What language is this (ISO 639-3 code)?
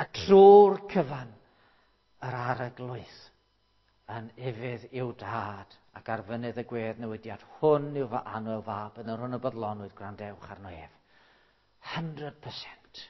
cym